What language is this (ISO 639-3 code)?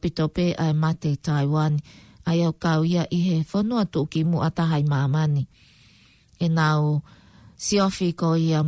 ton